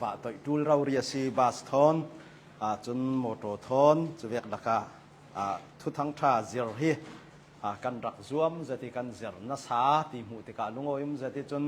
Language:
Hakha Chin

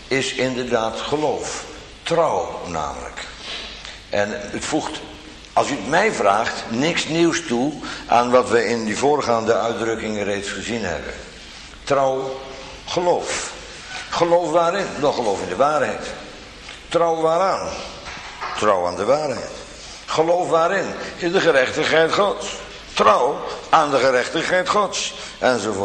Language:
Dutch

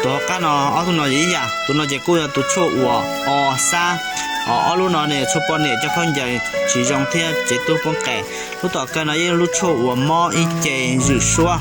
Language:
Hmong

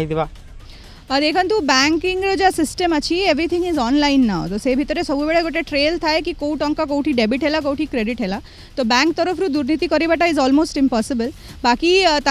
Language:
Odia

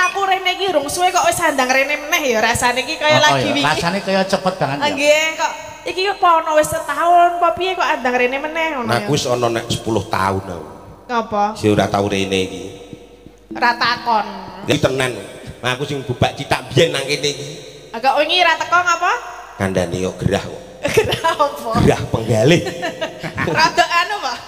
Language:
Javanese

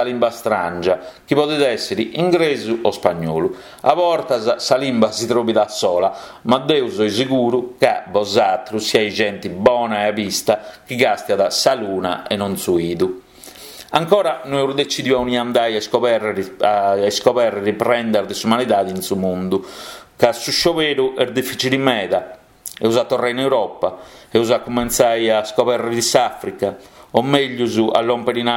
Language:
Sardinian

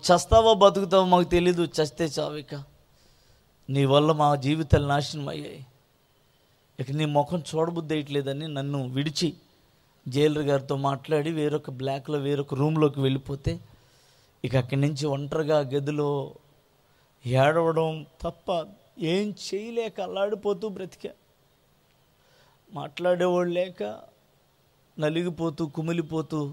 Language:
Telugu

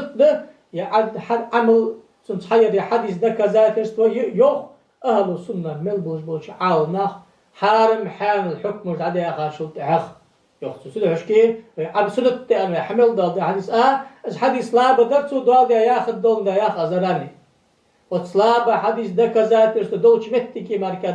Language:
Ingush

